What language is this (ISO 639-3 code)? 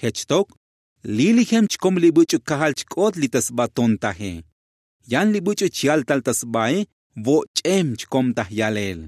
tzo